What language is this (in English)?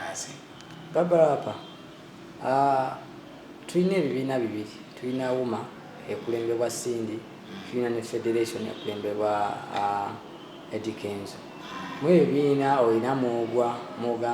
Ganda